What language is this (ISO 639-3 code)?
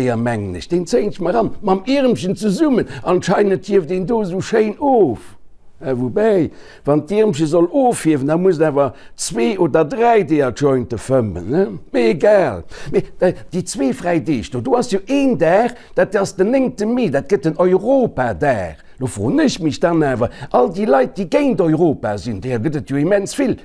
ltz